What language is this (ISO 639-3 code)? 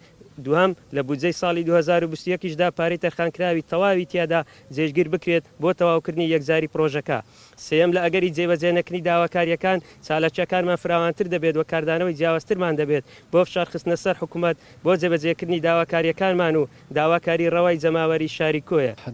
ckb